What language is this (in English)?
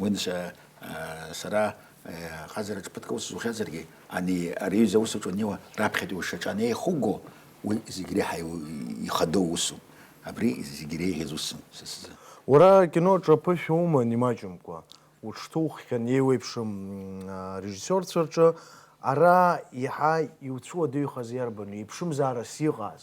Abkhazian